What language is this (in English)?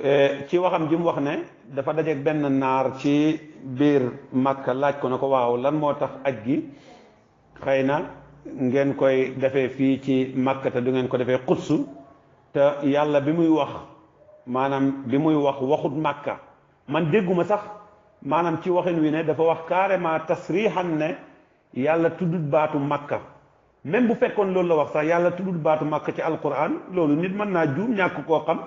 Wolof